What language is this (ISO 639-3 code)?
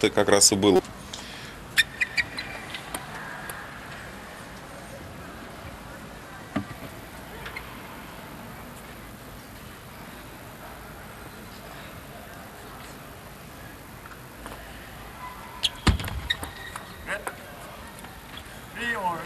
rus